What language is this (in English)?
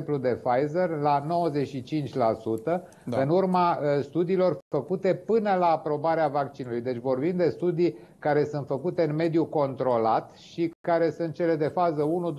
Romanian